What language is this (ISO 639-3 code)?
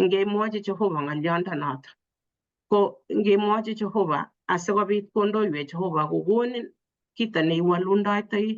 kln